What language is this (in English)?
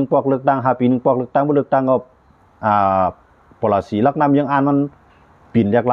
Shan